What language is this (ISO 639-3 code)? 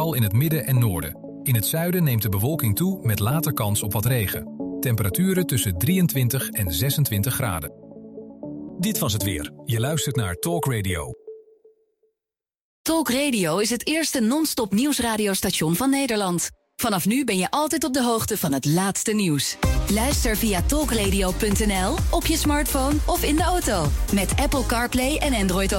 nld